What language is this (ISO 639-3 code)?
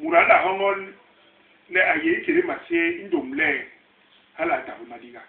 bas